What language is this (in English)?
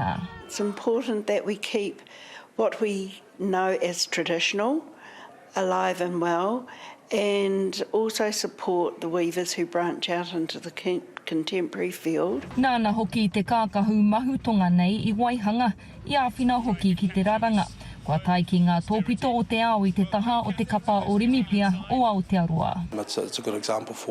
Māori